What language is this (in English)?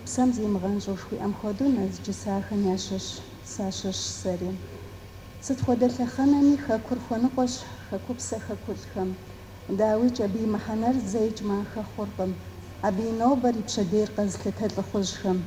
Kabardian